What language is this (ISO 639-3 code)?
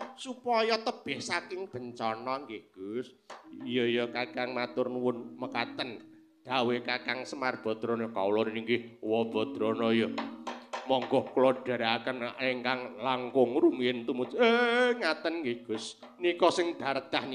jav